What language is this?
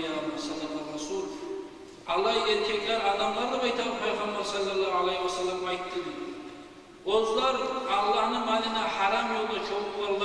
Kumyk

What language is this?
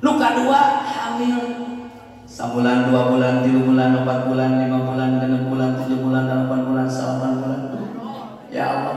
Sundanese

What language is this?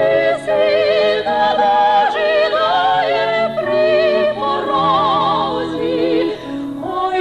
Rusyn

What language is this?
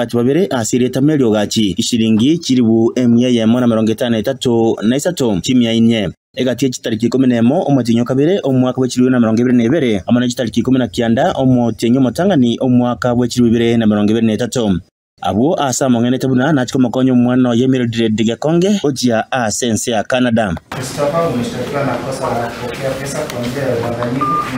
Gusii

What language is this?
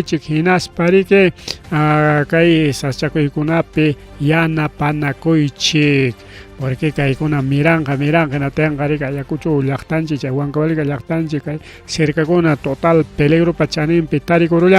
Ayacucho Quechua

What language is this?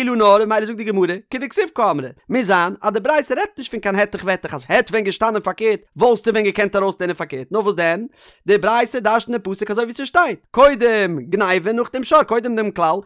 Yiddish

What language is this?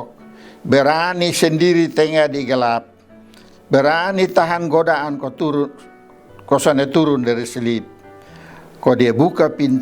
Kupang Malay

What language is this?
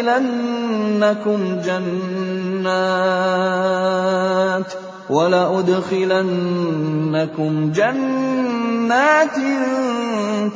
Indonesian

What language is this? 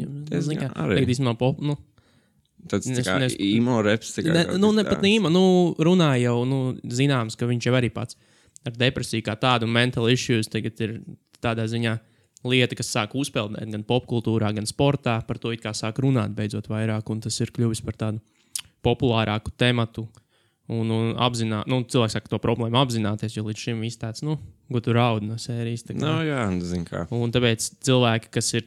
Latvian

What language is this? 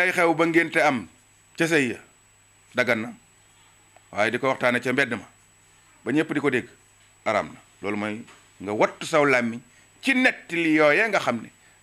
Wolof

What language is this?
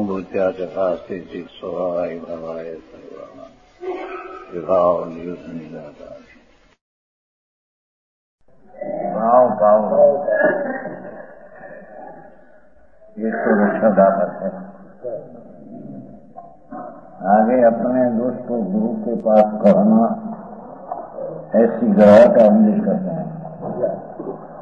Gujarati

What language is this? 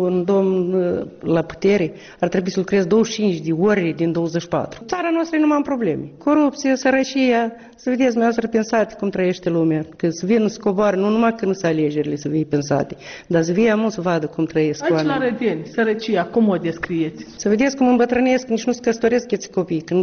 Romanian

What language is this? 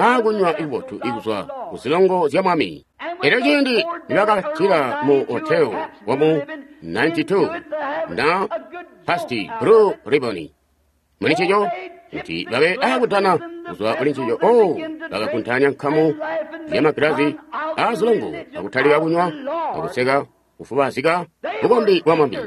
Tonga (Zambia)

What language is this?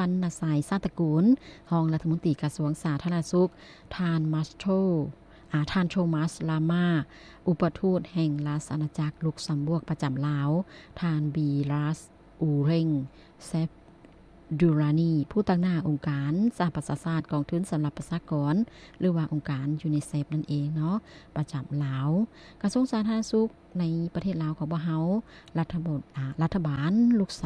Lao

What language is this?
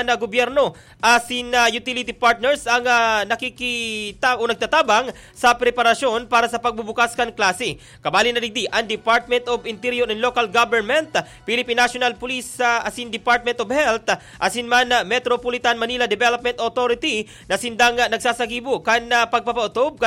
Bikol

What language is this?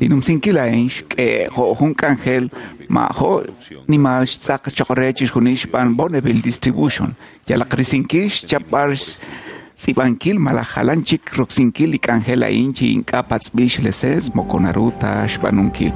Kekchí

